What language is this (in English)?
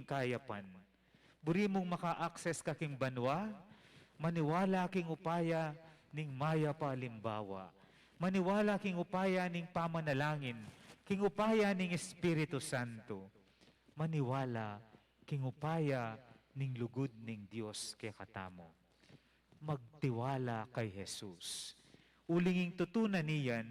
Pampanga